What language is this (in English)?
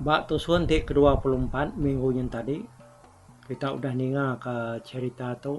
Iban